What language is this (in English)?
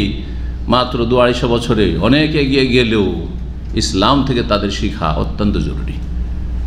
Bangla